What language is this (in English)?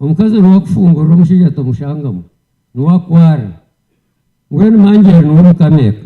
Nyankole